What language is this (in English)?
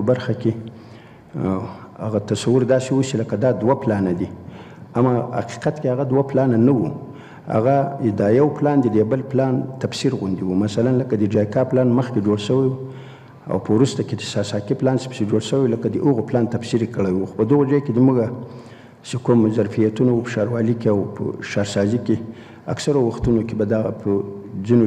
Pashto